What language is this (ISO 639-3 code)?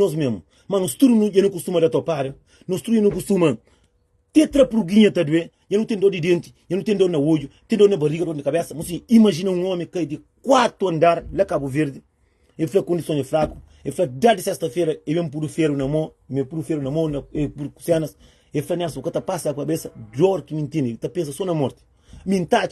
kea